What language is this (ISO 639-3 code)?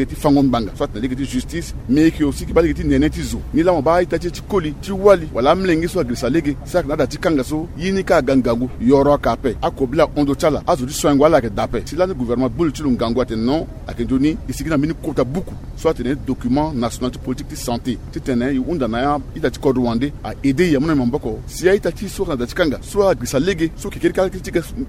sag